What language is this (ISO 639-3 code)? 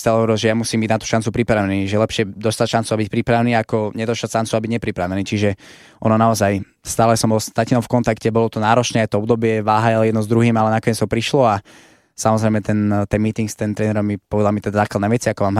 slk